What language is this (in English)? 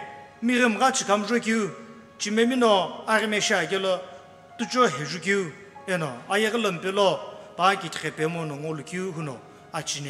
Sumi Naga